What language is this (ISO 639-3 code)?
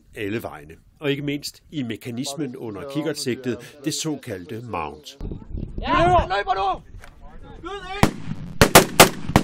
dan